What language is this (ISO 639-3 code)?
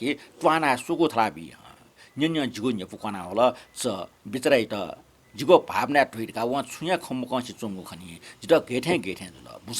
new